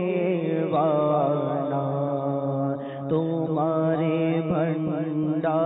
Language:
Bangla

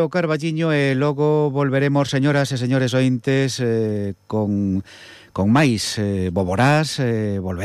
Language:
Galician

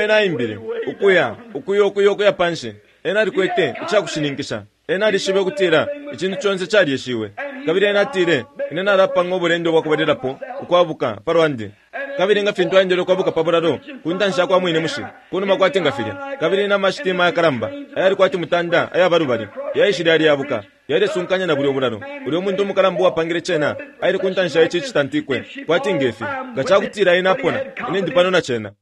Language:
Bemba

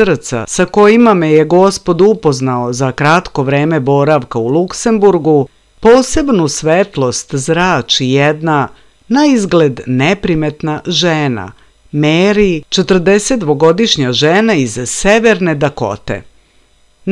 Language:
Serbian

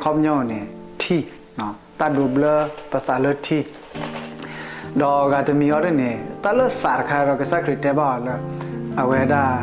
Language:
S'gaw Karen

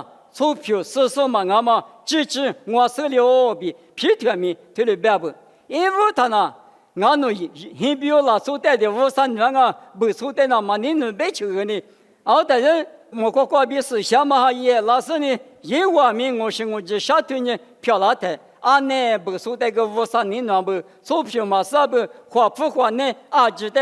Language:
Lisu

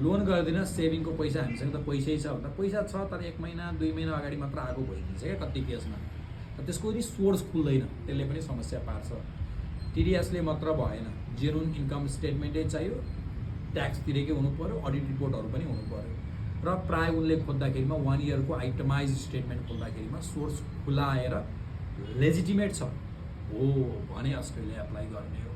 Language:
Nepali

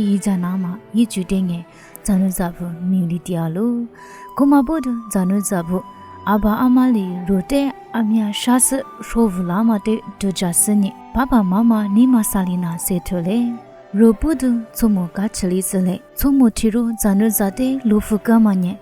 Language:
Lisu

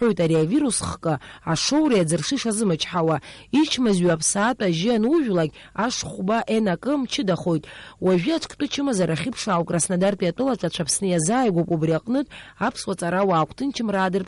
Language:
Abkhazian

